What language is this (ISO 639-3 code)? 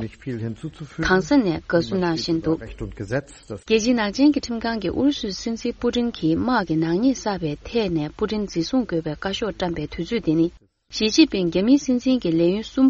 bod